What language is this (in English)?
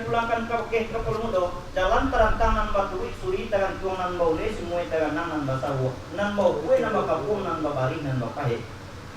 Minangkabau